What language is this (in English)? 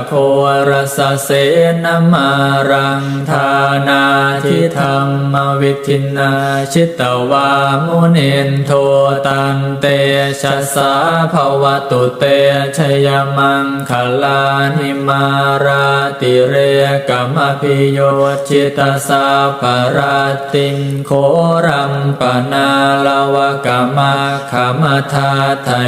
Pali